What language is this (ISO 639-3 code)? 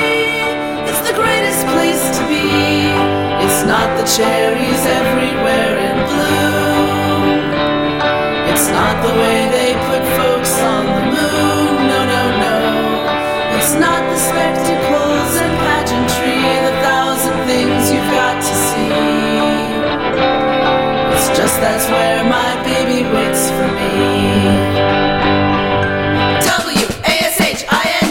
eng